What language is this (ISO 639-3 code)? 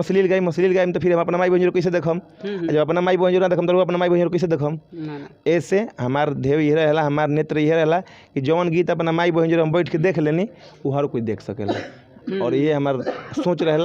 bho